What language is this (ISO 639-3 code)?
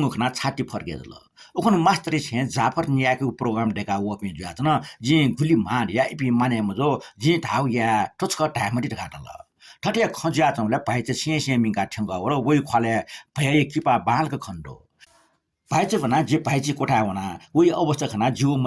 new